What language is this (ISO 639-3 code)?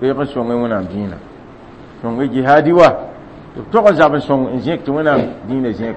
mos